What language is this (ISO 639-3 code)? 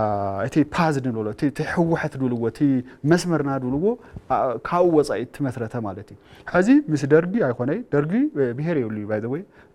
tir